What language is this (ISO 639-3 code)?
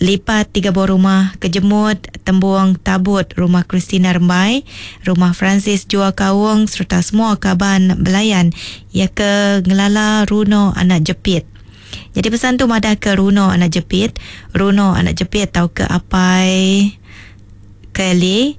iba